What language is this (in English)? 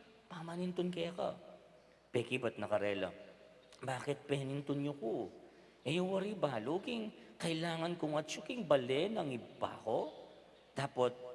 Pampanga